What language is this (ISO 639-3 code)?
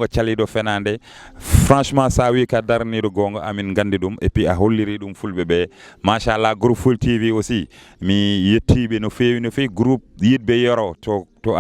ful